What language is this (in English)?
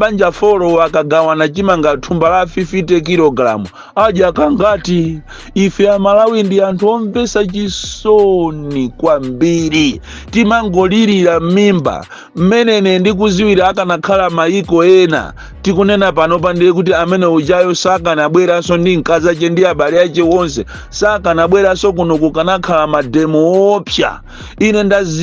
Nyanja